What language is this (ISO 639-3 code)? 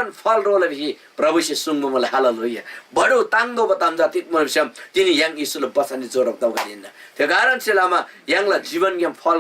taj